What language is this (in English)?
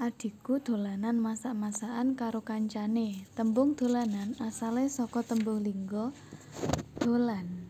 Javanese